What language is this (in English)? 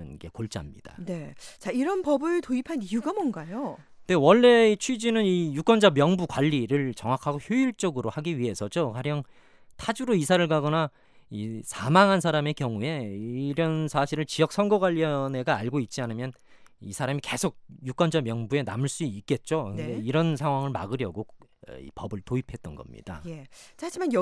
Korean